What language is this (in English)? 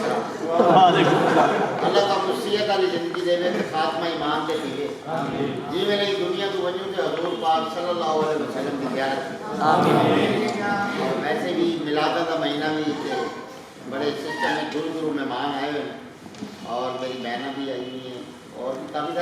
Saraiki